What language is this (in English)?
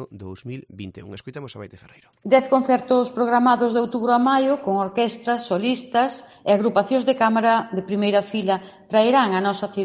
Galician